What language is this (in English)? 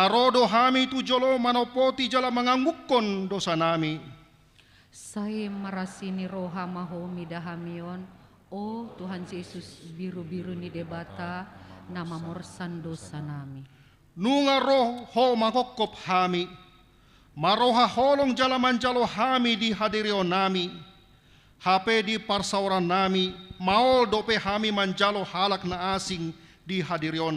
Batak Toba